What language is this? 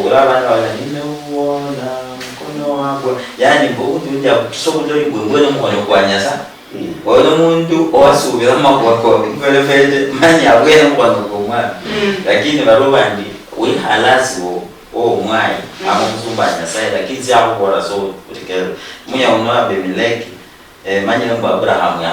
Luyia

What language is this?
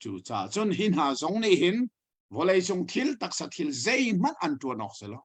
Hakha Chin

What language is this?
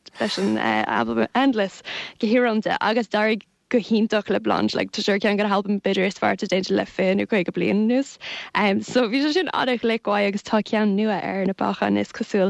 Irish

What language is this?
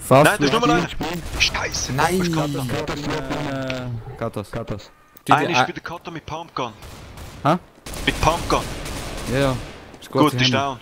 Swiss German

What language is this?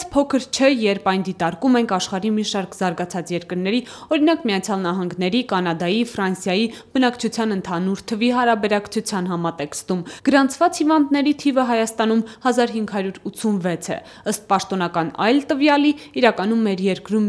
Armenian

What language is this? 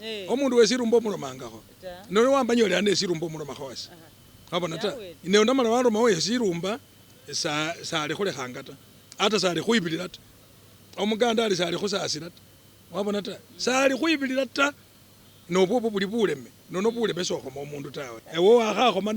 Masaaba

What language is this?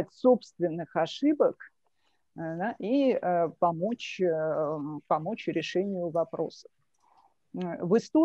Russian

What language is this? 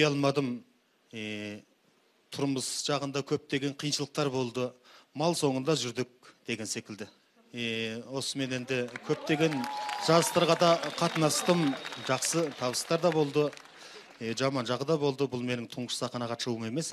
Kazakh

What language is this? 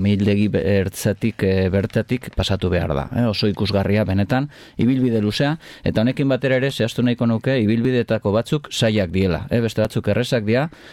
Basque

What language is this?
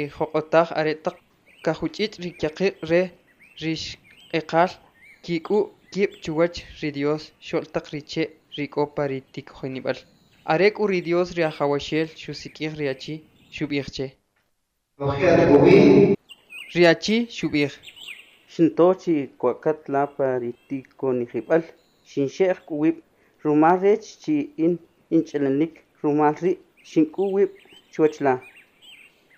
Kʼicheʼ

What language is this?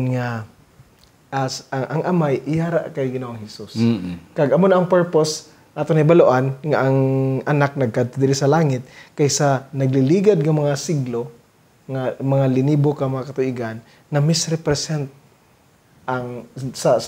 Hiligaynon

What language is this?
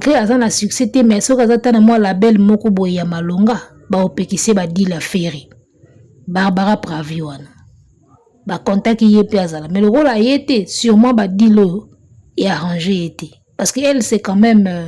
Lingala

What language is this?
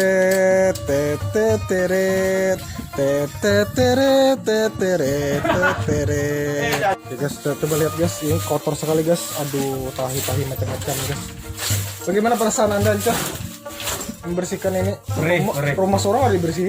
Banjar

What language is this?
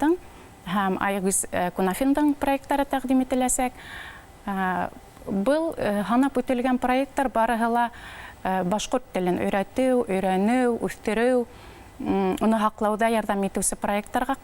Bashkir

